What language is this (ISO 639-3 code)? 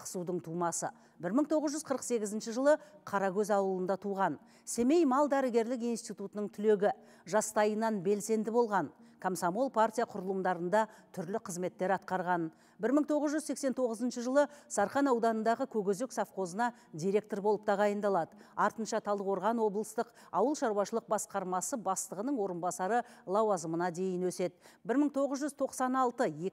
kaz